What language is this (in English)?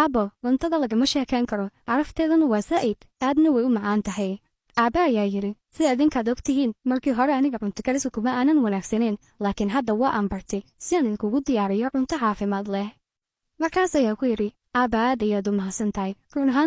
Somali